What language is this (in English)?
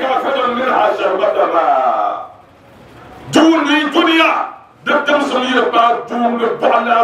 Dagbani